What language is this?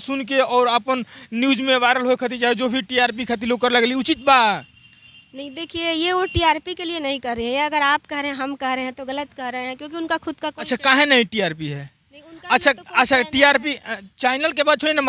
Bhojpuri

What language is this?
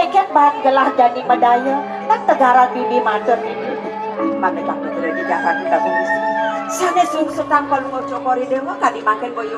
Balinese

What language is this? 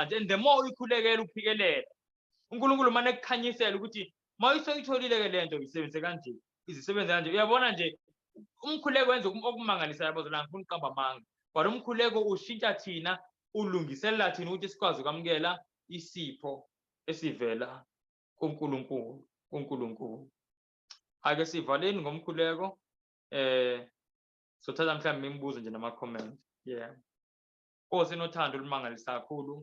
Zulu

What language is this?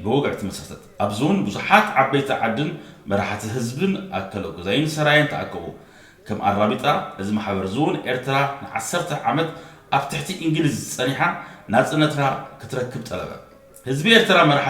Tigrinya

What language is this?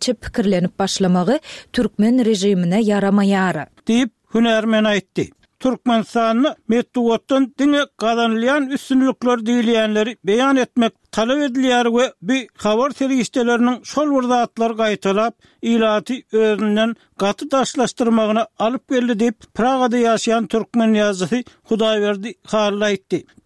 Turkmen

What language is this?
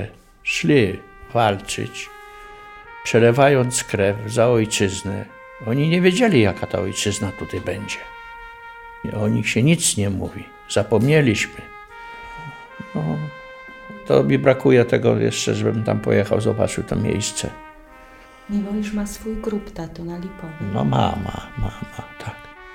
Polish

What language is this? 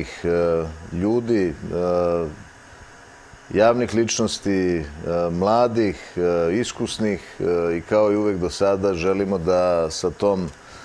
Serbian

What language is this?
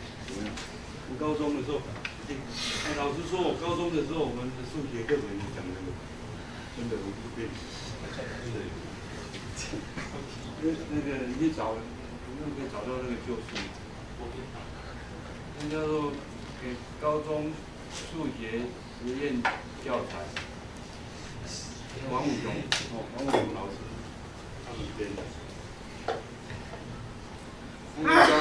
Chinese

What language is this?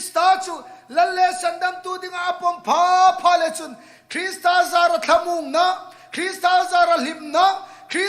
Hmar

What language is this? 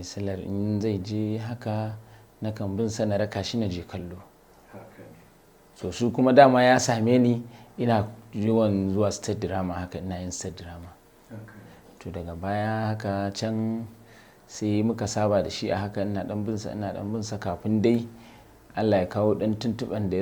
Hausa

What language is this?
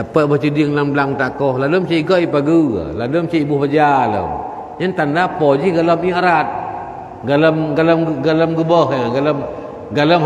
Achinese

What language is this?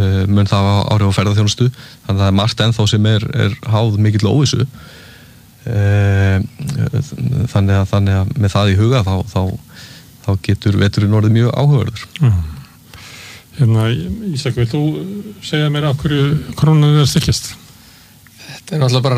Icelandic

